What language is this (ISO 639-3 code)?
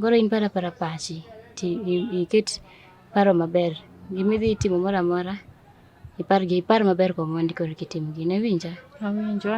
luo